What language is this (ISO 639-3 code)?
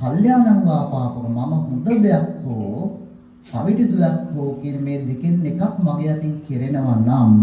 sin